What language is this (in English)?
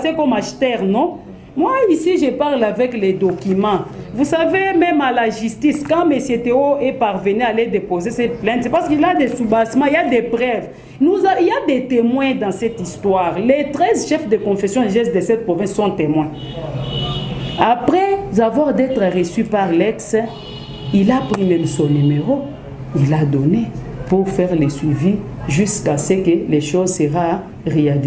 French